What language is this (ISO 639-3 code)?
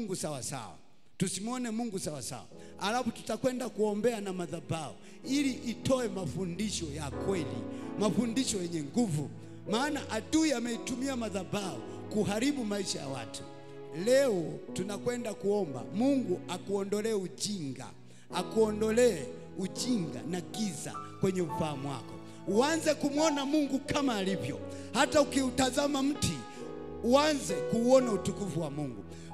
swa